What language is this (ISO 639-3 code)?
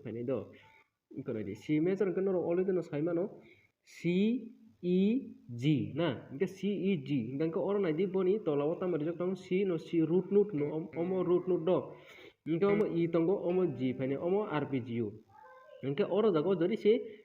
trp